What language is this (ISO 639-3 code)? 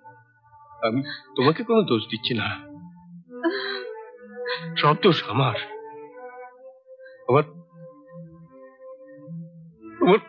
ben